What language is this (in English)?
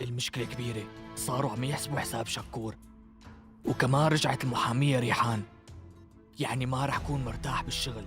North Levantine Arabic